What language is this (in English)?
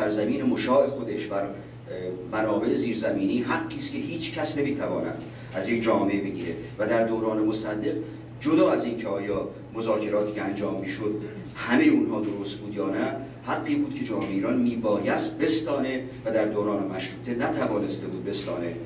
Persian